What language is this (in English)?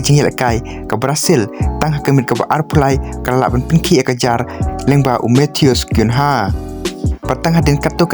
Khasi